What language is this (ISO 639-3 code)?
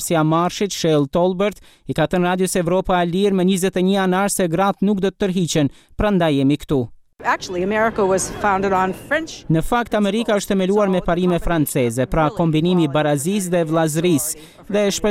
sqi